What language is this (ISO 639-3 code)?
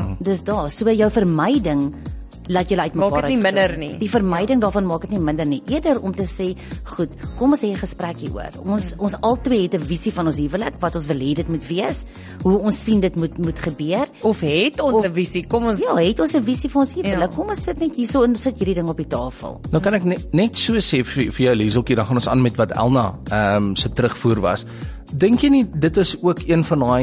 afr